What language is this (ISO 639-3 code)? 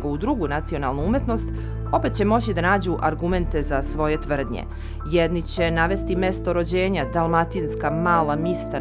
srp